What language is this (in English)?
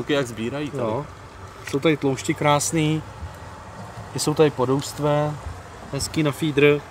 Czech